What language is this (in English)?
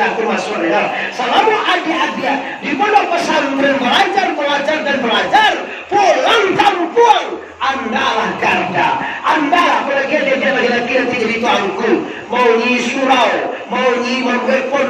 Minangkabau